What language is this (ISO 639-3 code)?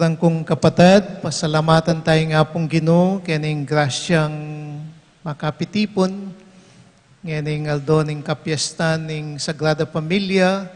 pam